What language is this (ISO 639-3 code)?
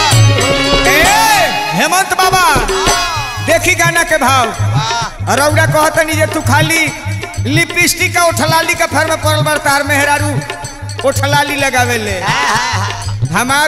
bho